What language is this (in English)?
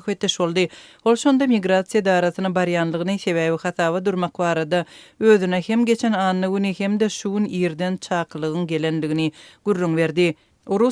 Turkmen